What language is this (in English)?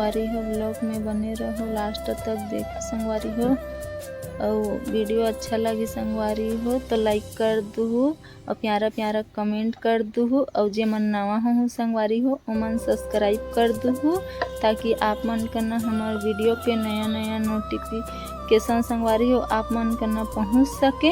Chhattisgarhi